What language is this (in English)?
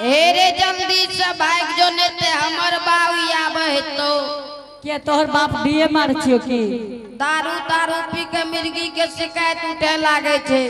Angika